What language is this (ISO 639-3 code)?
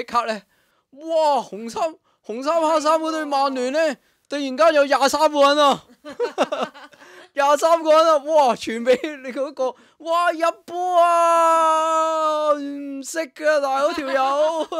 yue